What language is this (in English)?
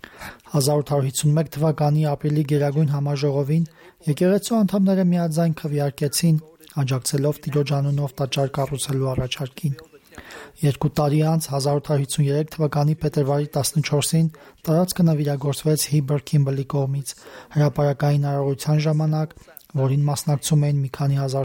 Armenian